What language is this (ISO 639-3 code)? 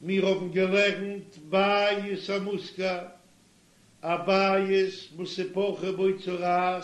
yid